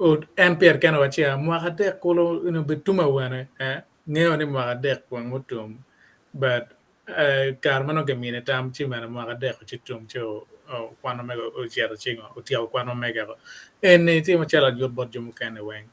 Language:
Acoli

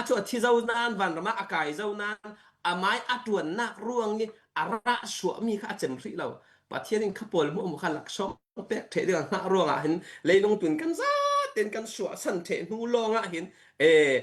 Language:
Falam Chin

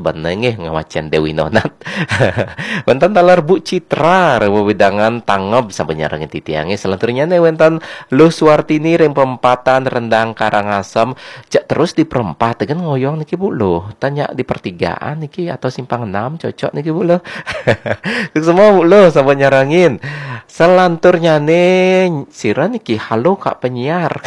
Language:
Balinese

